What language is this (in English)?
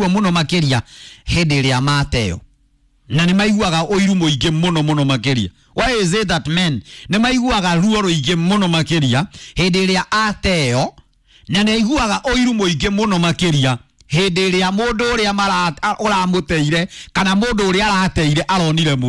Kikuyu